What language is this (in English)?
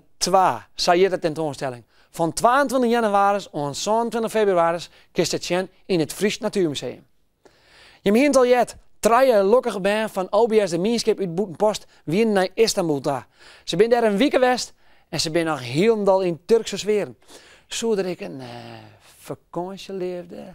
Western Frisian